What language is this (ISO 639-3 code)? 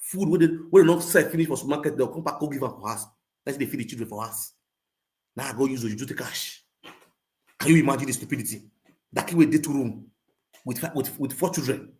pcm